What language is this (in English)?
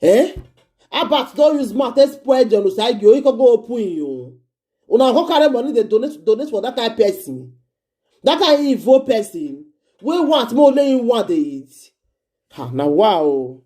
Nigerian Pidgin